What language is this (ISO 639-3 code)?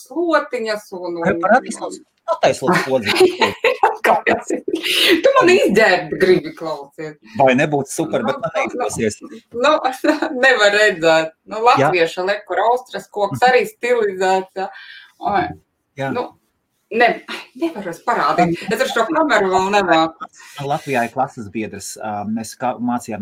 lav